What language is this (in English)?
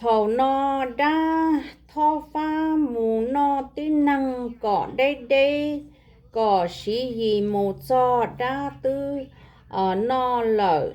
Hmong